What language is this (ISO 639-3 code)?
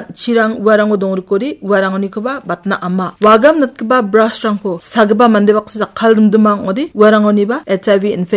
grt